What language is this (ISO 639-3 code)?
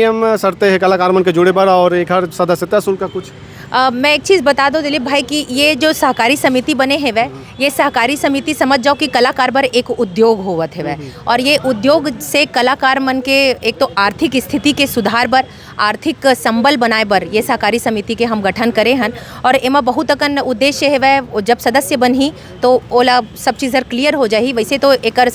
hne